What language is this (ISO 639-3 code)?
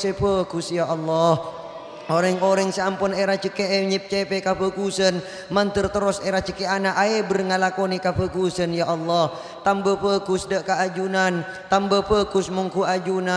mad